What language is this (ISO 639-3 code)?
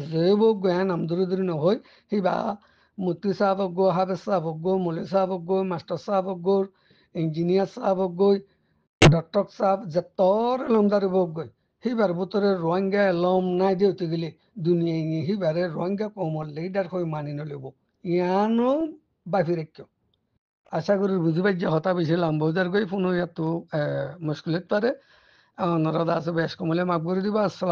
rhg